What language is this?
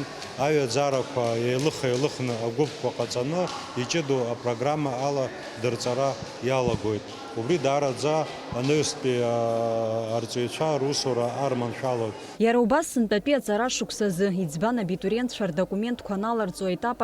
Abkhazian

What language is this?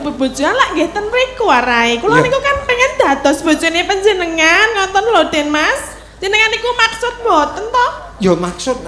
Javanese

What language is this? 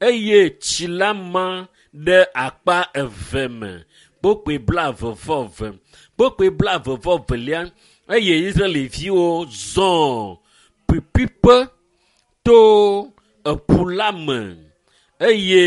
Ewe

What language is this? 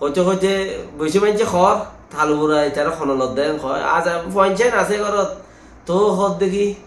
Rohingya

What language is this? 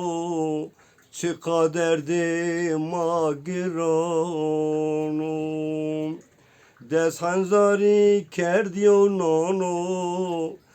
Zaza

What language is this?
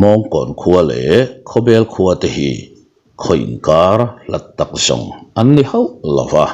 Mizo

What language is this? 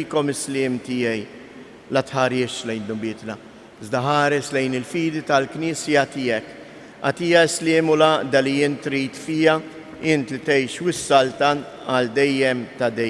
Maltese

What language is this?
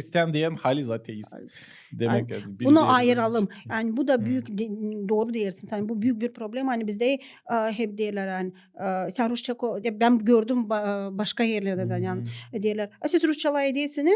Gagauz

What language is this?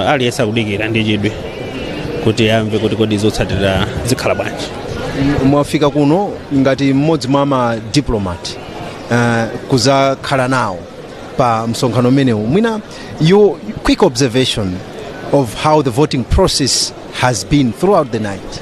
Nyanja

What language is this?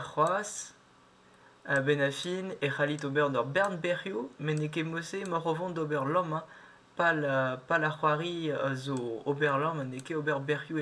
Breton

